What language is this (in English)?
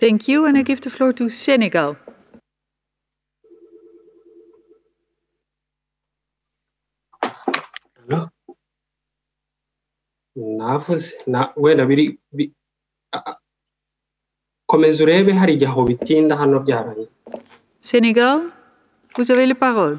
Kinyarwanda